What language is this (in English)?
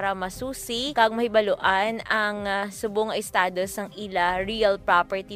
Hiligaynon